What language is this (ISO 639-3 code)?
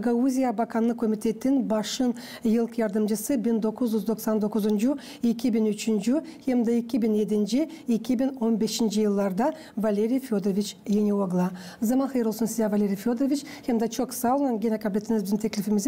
gag